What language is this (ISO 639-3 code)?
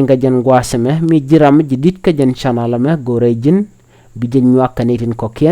nus